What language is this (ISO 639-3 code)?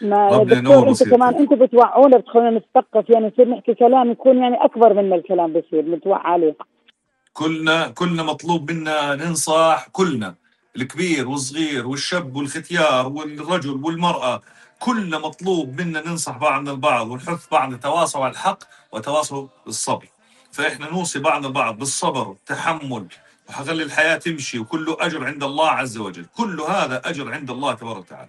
apc